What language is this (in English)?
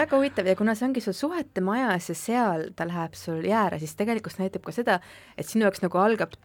Estonian